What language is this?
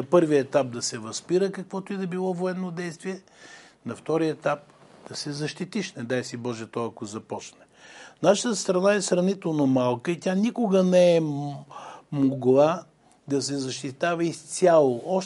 Bulgarian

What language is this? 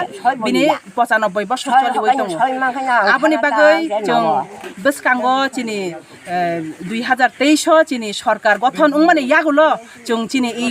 Kok Borok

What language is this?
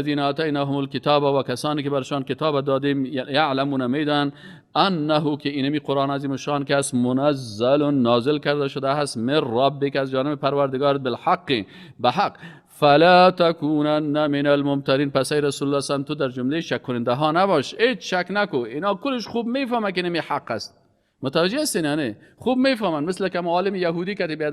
Persian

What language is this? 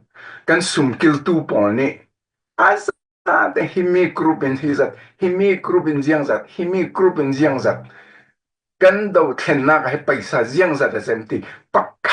Falam Chin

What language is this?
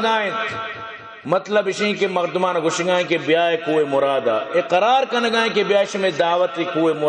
Baluchi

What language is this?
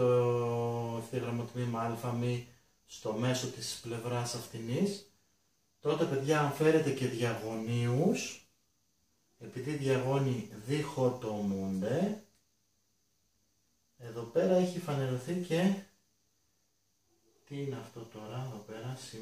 Greek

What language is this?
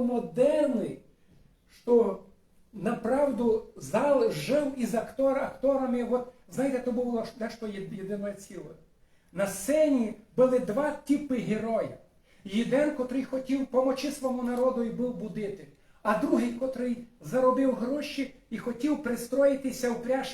Rusyn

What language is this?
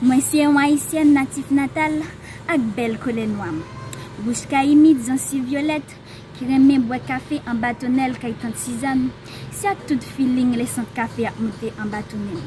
Haitian Creole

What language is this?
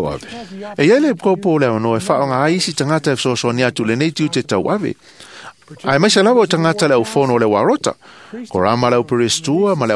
Samoan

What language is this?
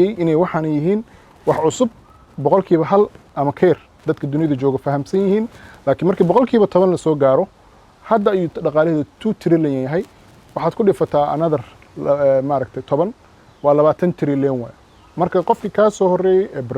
Somali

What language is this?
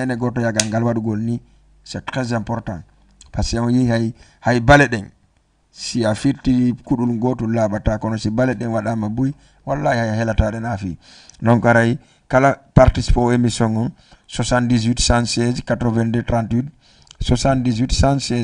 Fula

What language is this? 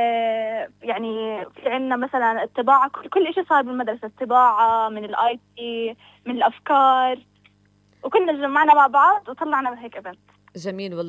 North Levantine Arabic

